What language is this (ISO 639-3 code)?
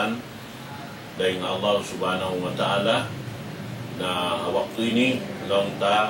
tsg